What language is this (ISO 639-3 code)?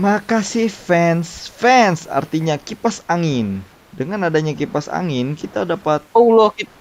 bjn